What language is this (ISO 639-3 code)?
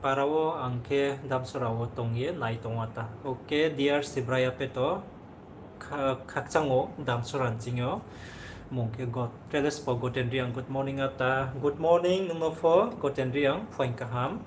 ria